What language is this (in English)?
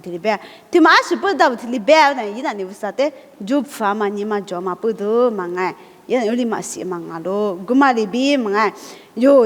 Lisu